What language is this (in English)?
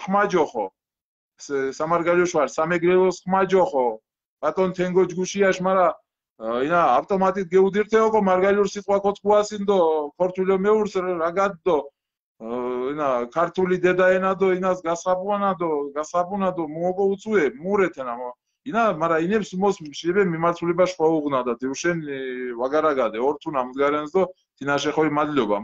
Mingrelian